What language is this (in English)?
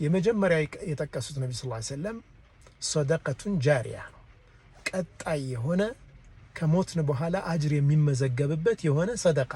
Amharic